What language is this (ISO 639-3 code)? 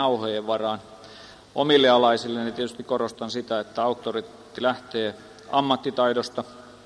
fin